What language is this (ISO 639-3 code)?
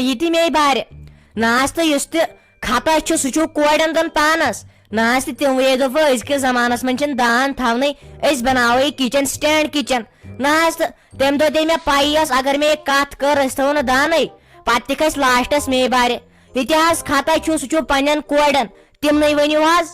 kas